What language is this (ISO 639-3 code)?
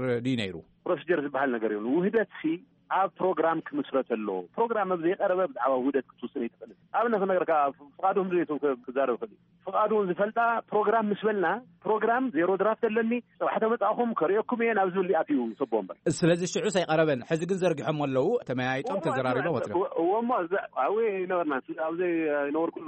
tir